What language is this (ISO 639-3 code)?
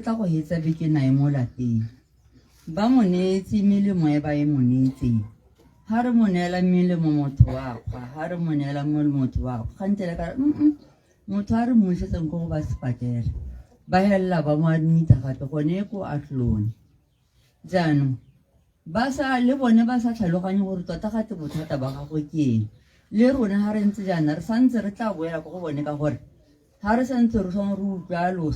tsn